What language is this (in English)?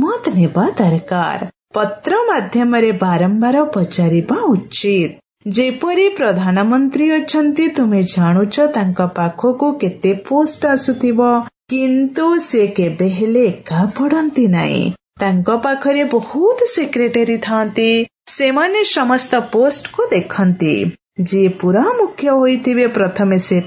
Odia